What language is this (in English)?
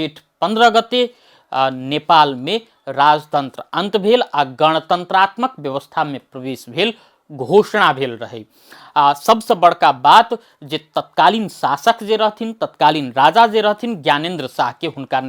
Maithili